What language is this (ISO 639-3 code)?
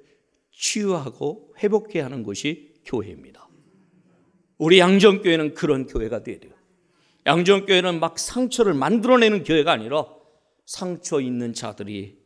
kor